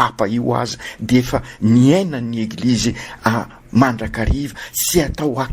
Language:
Malagasy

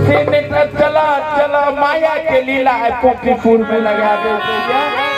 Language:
Maithili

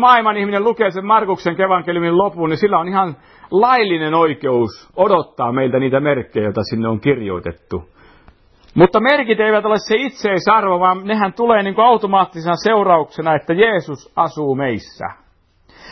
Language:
Finnish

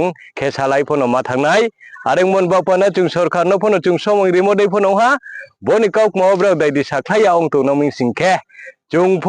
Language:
Riang (India)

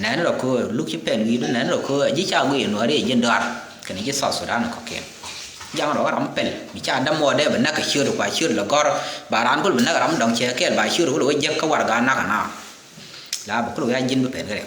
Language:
Nuer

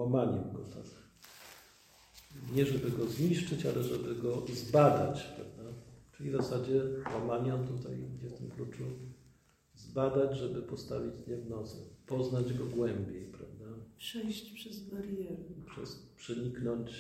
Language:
Polish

